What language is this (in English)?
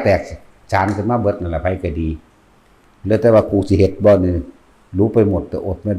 Northeastern Thai